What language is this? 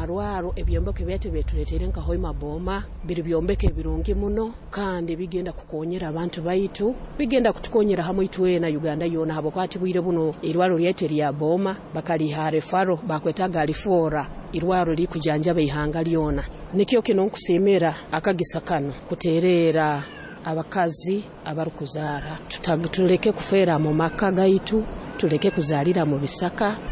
Nyoro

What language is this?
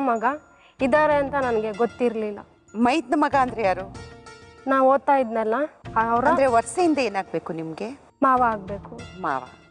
Kannada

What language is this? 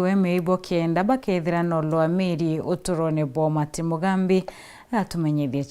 Meru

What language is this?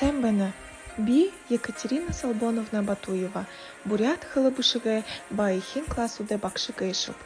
Buriat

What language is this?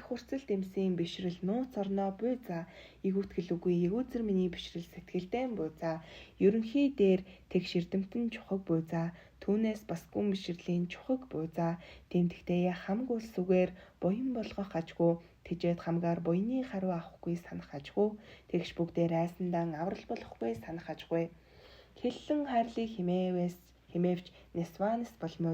Mongolian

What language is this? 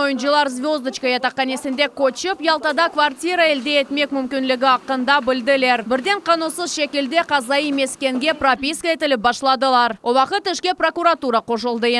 Crimean Tatar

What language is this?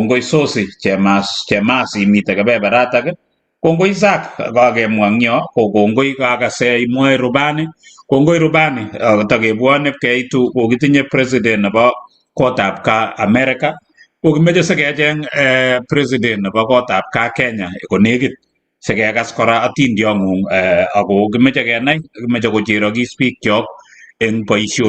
Kalenjin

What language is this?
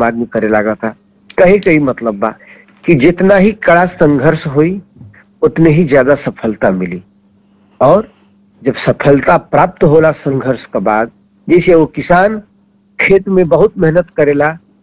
Bhojpuri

